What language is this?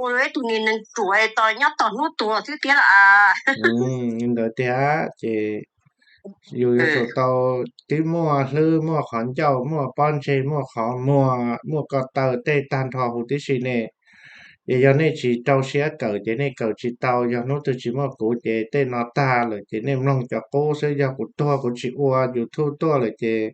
Hmong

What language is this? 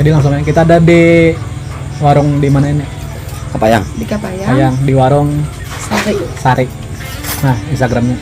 Banjar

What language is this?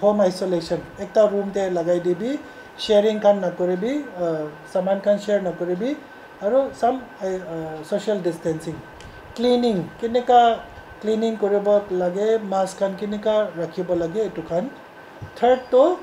Naga Pidgin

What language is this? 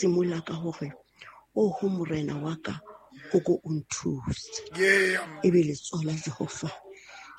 Southern Sotho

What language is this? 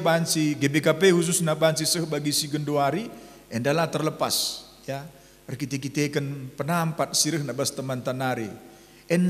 Batak Karo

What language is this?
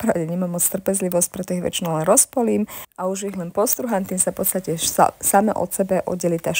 Slovak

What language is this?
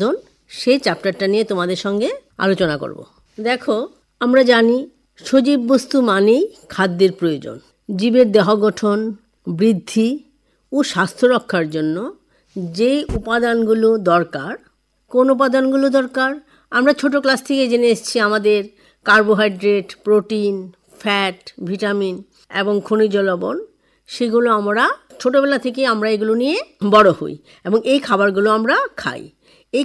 Bangla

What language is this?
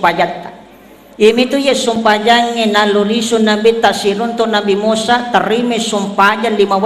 Buginese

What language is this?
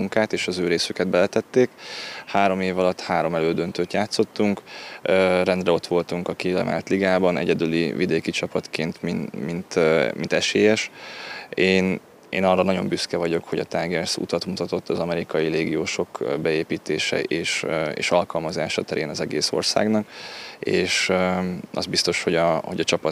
Hungarian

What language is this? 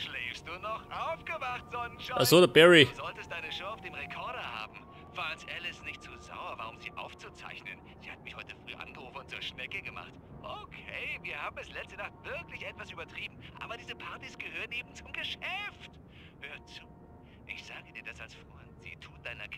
Bavarian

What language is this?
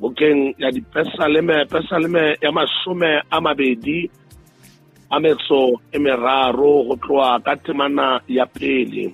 Southern Sotho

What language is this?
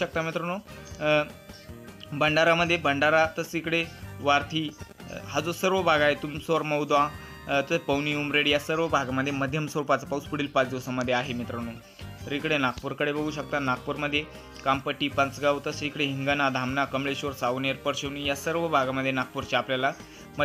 Marathi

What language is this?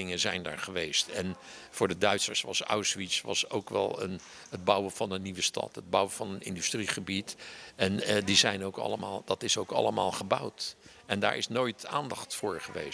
Dutch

